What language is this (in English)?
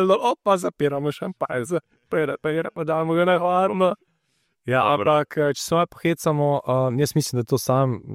Slovenian